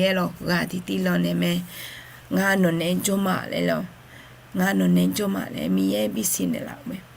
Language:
Akha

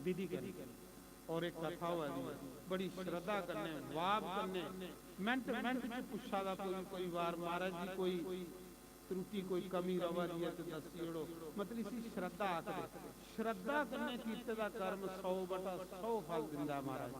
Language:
Dogri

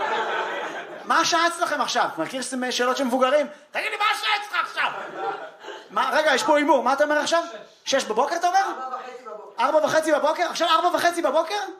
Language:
Hebrew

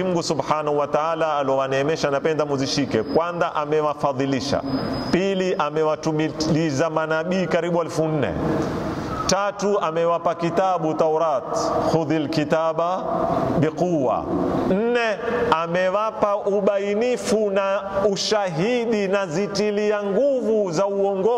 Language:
Swahili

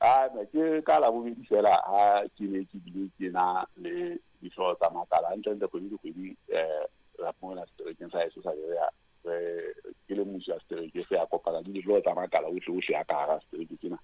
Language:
Southern Sotho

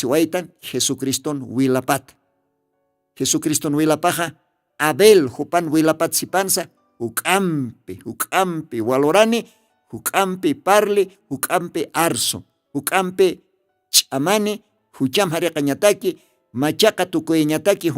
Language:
Aymara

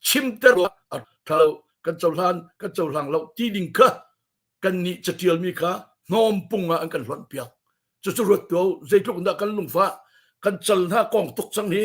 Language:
Hakha Chin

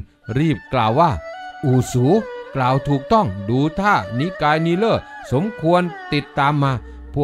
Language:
Thai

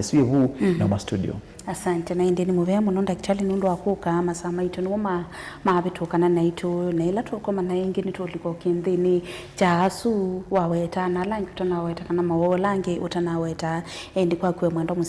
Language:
Kamba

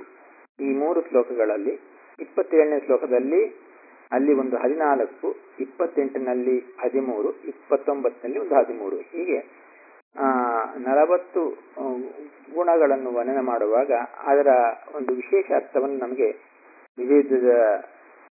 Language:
Kannada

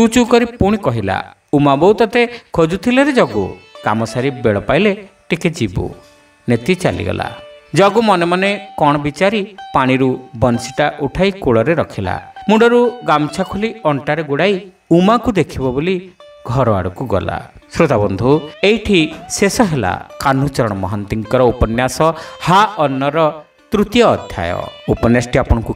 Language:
Odia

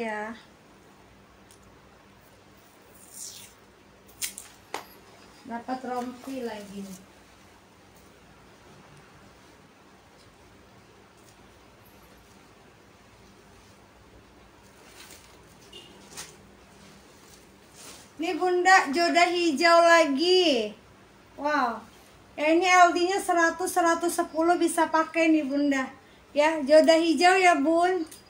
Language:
Indonesian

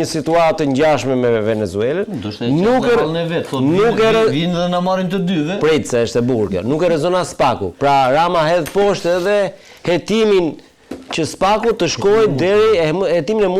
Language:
Albanian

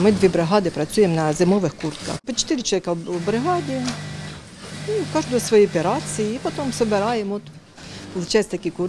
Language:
Ukrainian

